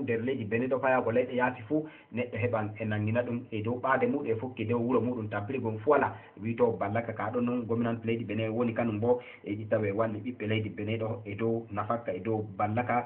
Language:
Fula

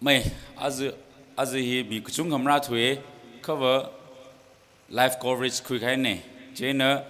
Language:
Tangkhul Naga (India)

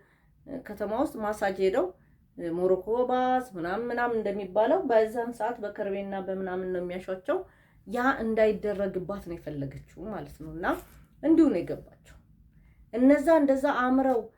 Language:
Amharic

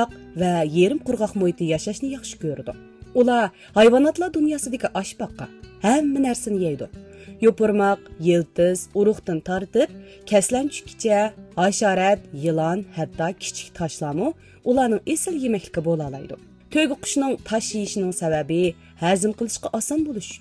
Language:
Uyghur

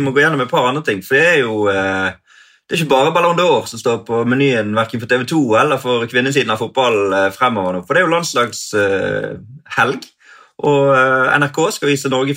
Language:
Norwegian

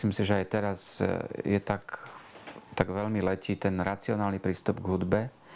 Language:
Slovak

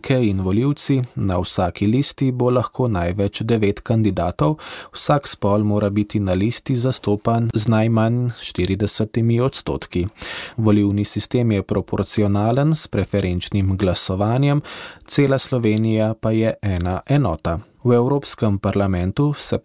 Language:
Slovenian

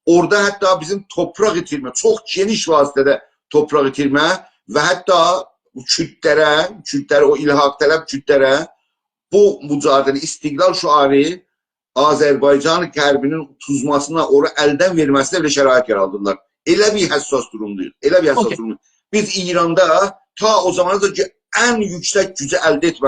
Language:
South Azerbaijani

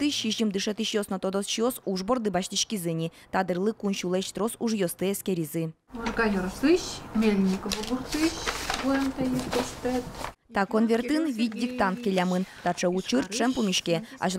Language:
Udmurt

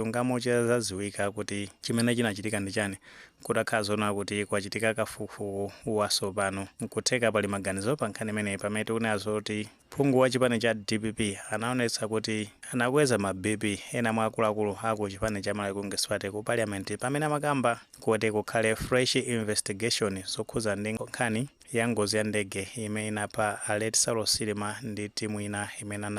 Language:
Nyanja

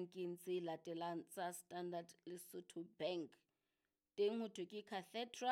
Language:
Southern Sotho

